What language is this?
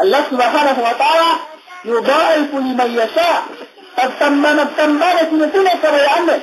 Yakan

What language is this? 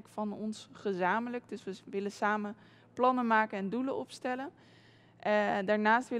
Dutch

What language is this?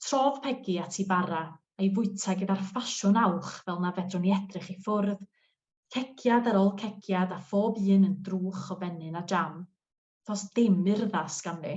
Welsh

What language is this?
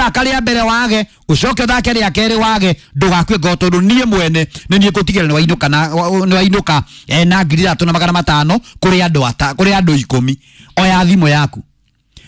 Kikuyu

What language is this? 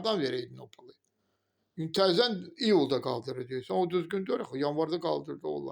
Azerbaijani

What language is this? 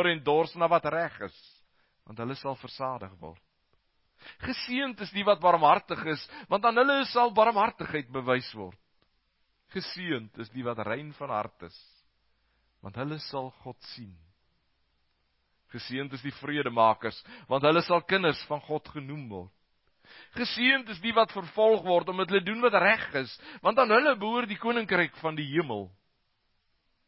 Afrikaans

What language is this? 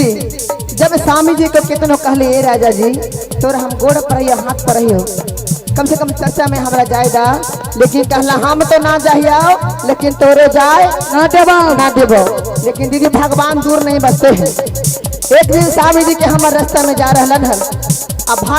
Magahi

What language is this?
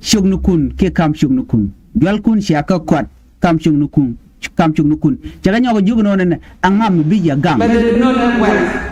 Nuer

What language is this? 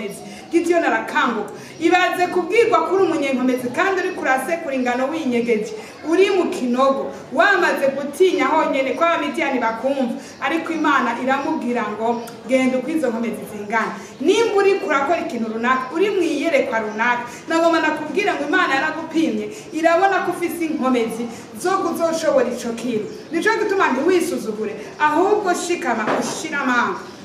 Rundi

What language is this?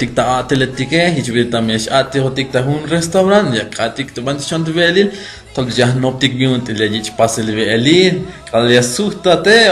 Tzeltal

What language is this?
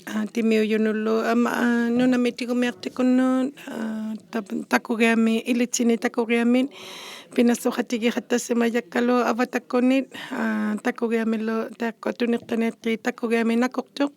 Inuktitut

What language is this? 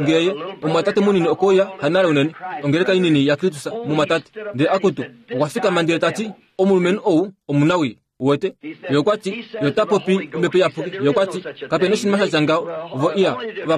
Kuanyama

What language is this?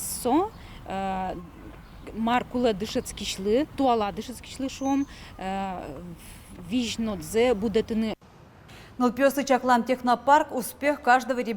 Udmurt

